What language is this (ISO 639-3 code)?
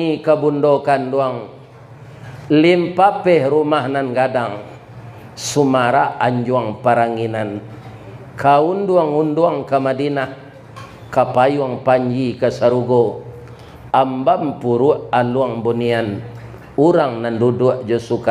min